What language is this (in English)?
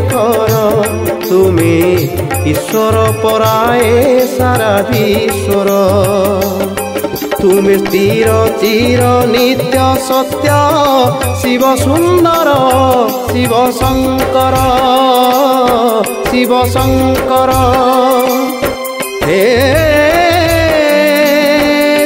Odia